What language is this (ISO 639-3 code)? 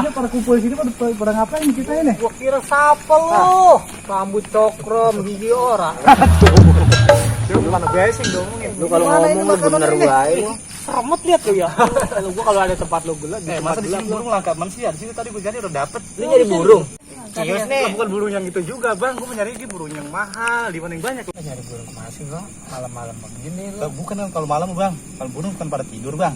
bew